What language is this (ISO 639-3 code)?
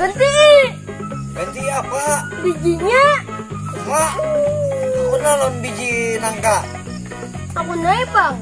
bjn